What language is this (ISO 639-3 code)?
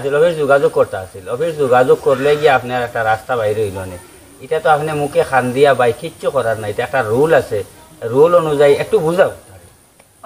syl